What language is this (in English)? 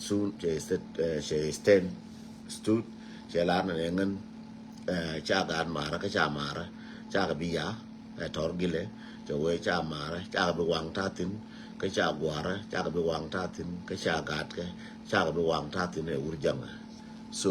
Nuer